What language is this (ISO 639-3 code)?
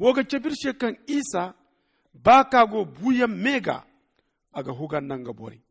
dje